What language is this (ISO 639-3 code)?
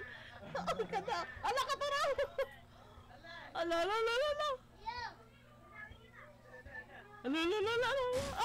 fil